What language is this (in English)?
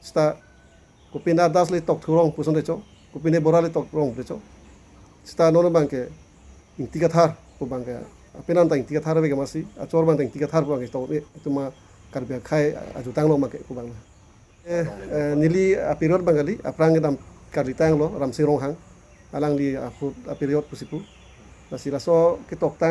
Karbi